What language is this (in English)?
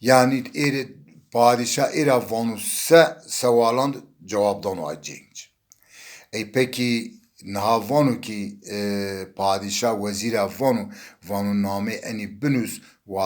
Zaza